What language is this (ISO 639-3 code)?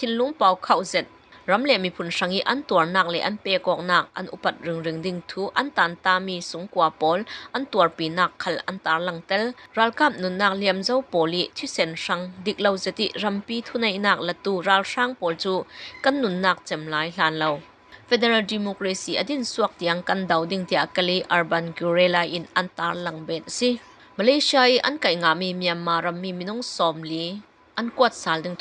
cfm